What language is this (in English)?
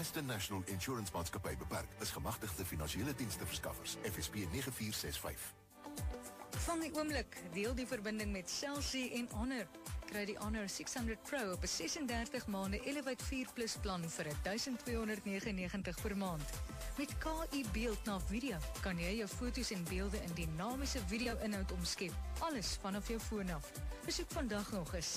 Afrikaans